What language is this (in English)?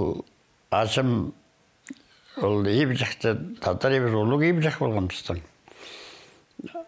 Khakas